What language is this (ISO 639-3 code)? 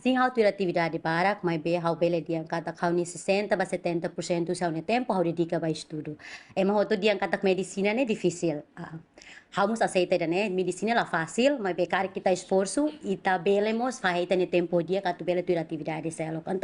tet